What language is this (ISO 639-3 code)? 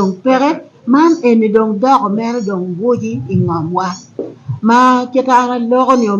ach